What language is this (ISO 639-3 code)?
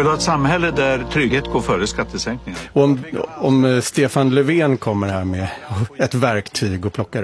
swe